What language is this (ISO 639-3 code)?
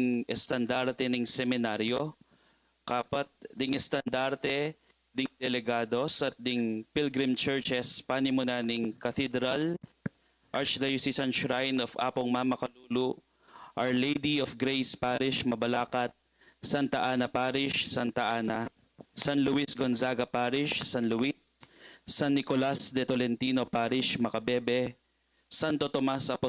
pam